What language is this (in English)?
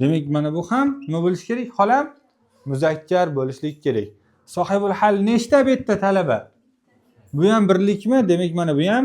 Uzbek